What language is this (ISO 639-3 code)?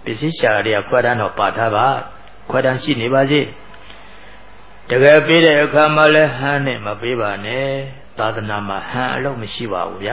mya